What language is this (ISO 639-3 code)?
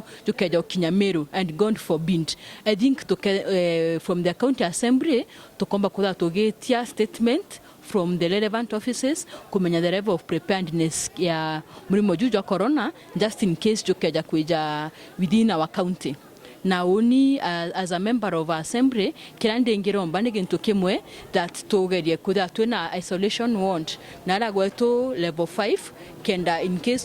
mer